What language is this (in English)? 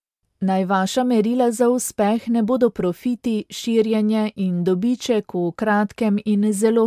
Slovenian